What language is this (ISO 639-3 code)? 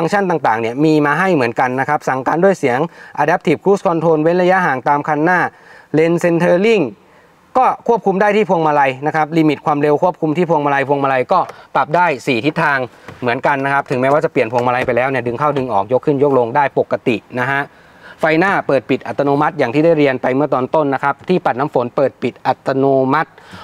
tha